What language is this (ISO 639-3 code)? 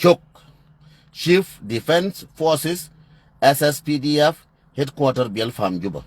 nus